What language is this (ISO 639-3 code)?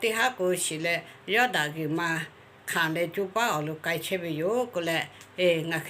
lhu